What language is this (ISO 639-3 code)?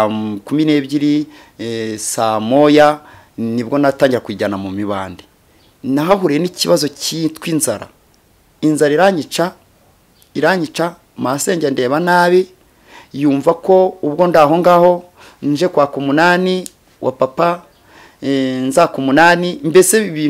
kin